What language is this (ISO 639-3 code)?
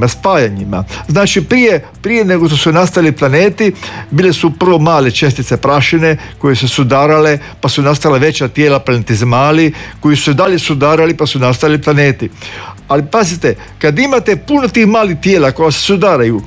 hrv